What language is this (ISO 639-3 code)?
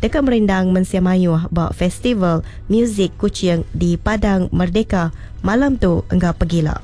iba